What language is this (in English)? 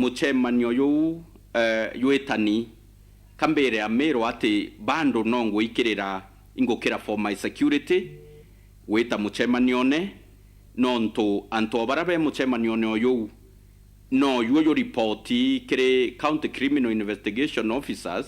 Meru